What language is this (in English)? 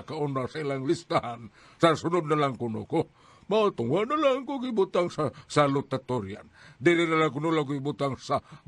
Cebuano